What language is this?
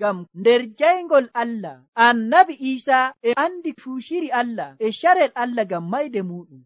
Nigerian Fulfulde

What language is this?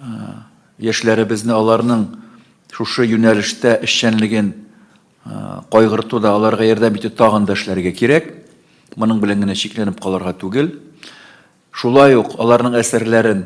Tatar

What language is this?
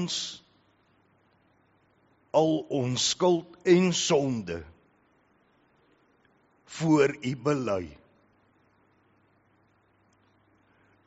Afrikaans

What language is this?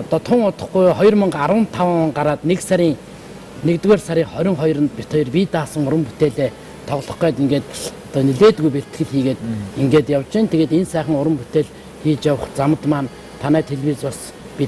Mongolian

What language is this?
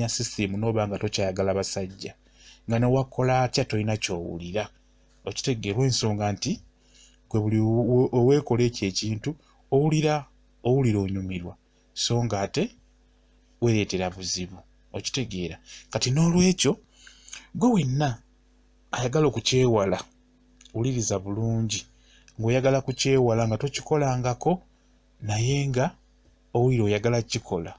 Ganda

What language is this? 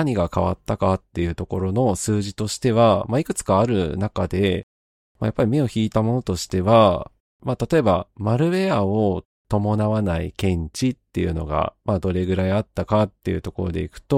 Japanese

